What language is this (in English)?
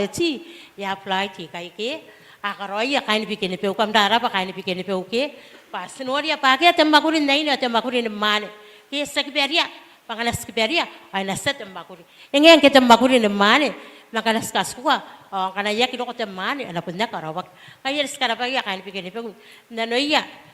Gilbertese